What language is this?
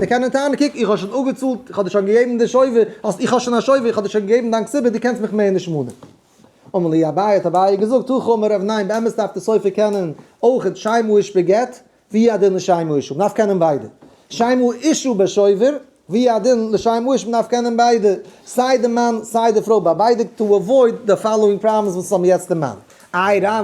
Yiddish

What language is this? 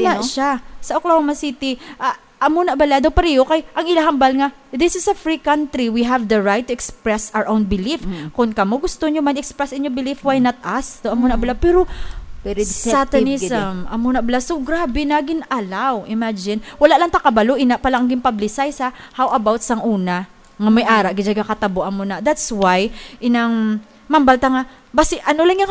Hiligaynon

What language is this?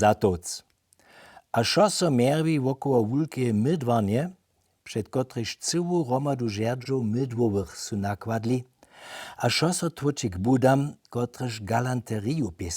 Upper Sorbian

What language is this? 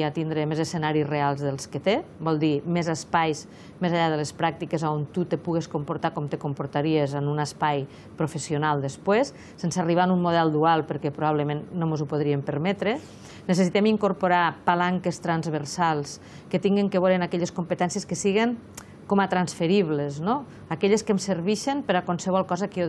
Catalan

